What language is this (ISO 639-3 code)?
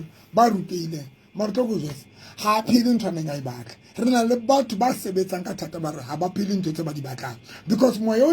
sot